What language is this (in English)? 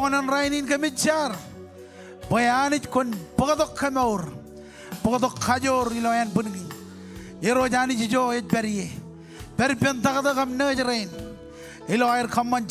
Marshallese